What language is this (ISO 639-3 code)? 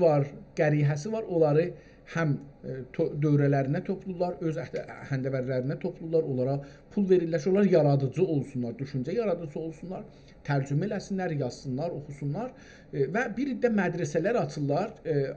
azb